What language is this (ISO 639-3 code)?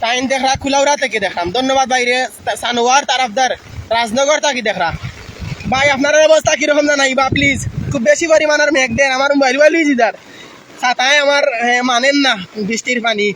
syl